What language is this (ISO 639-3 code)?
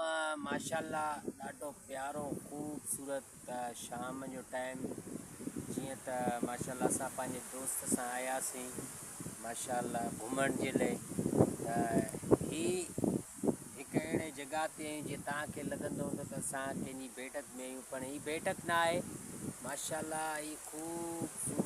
snd